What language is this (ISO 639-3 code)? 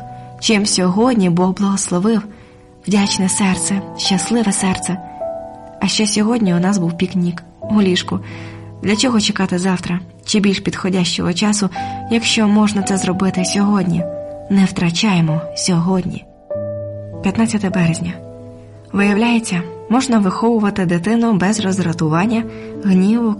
ukr